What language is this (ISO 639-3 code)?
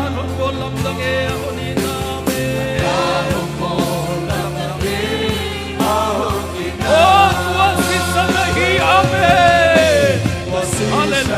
ctd